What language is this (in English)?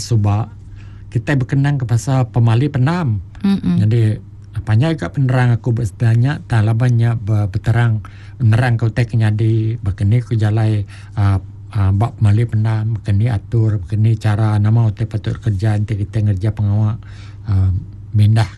Iban